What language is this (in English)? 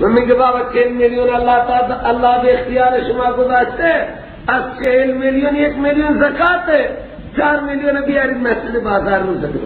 Persian